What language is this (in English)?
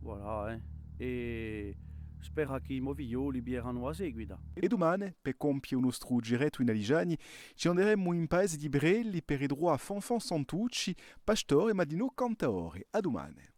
Corsican